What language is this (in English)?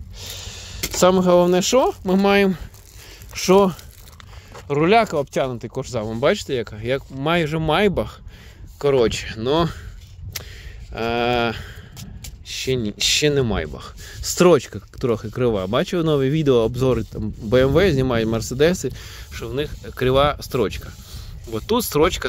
Ukrainian